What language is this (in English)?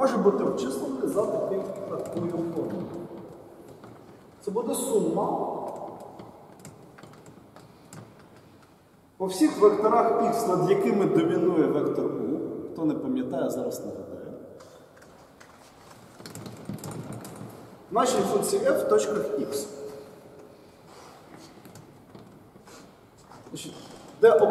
Ukrainian